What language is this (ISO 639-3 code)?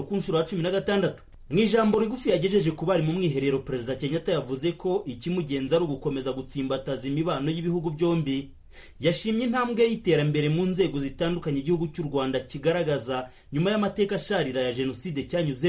kin